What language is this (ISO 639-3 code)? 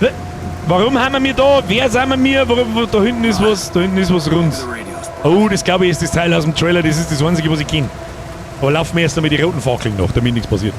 bar